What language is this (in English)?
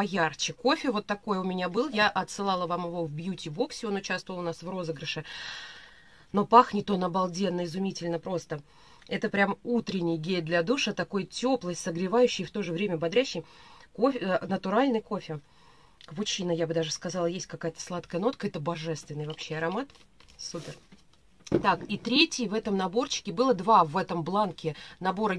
Russian